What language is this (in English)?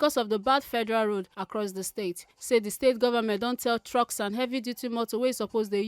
Nigerian Pidgin